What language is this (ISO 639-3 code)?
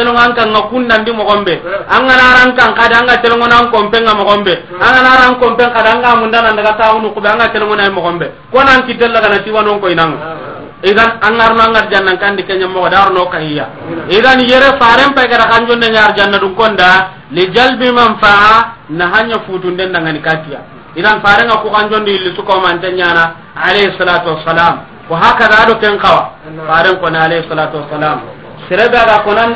snk